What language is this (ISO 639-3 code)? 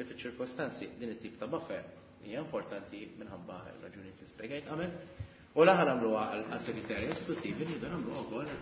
mlt